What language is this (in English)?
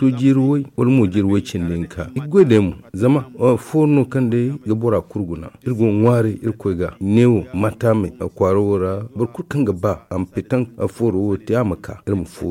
Zarma